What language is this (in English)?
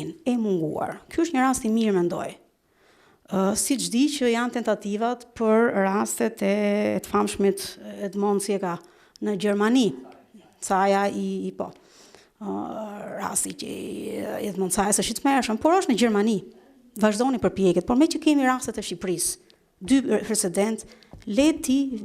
Albanian